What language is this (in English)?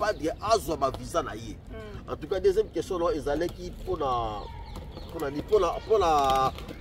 Lingala